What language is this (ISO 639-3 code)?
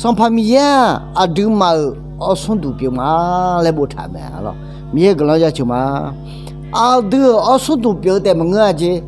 ahk